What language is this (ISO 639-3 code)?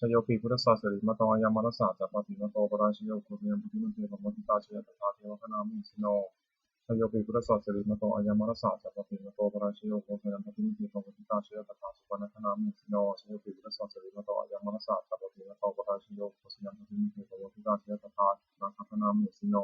pli